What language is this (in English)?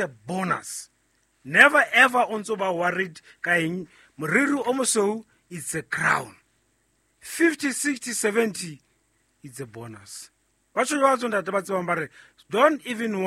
Southern Sotho